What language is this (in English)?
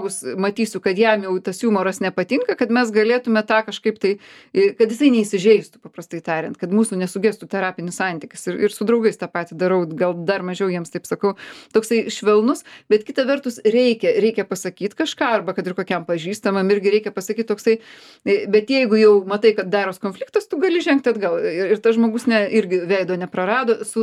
Lithuanian